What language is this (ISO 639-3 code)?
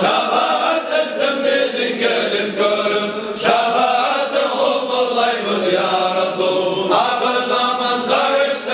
kum